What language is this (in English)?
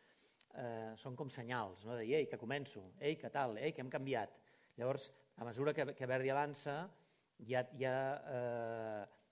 Catalan